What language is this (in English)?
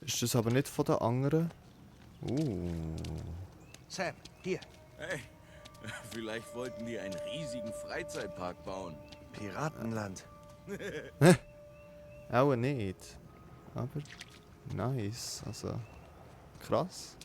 Swiss German